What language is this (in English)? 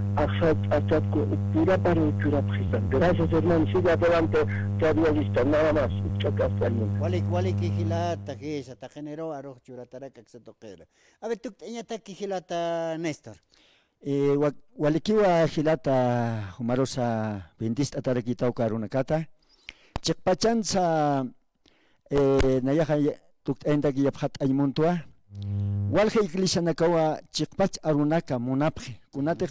Aymara